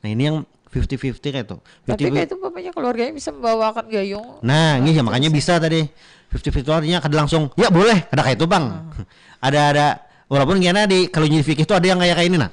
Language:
Banjar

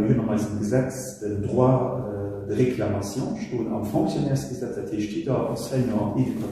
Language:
Luxembourgish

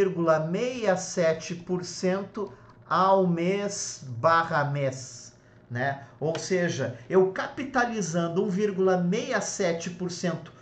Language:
Portuguese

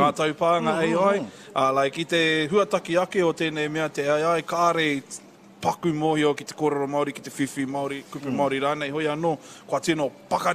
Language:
Māori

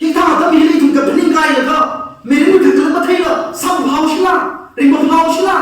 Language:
Tangkhul Naga (India)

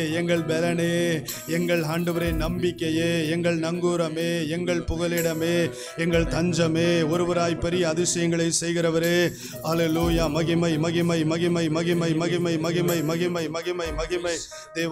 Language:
Tamil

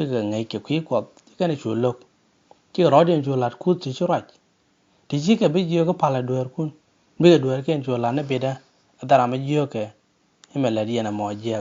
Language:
Nuer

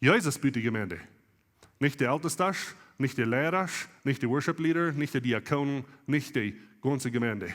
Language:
Plautdietsch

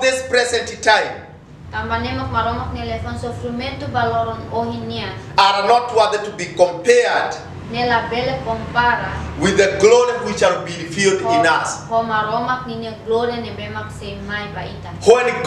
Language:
Tetum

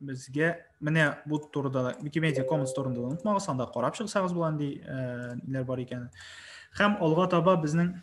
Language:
Tatar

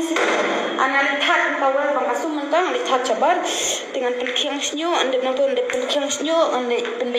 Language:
Khasi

